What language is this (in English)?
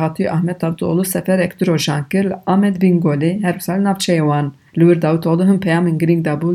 Kurdish